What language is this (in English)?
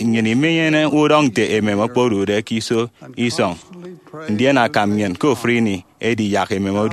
Efik